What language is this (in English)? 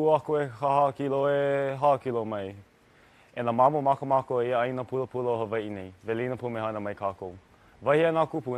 Hawaiian